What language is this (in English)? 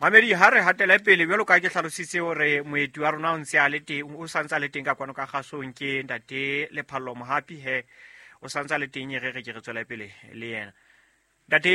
Southern Sotho